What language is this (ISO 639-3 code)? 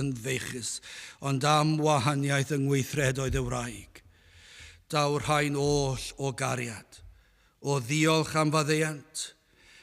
cym